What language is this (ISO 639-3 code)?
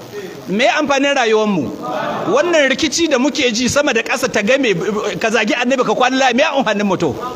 hau